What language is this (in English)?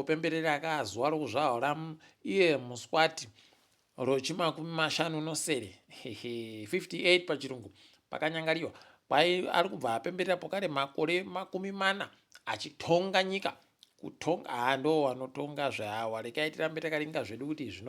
Ndau